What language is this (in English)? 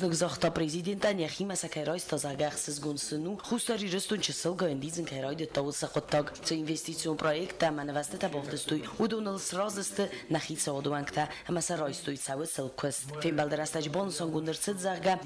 Ossetic